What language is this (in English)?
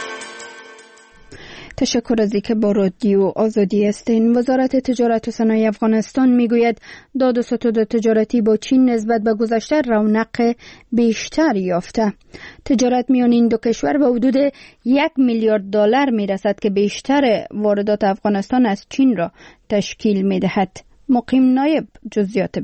Persian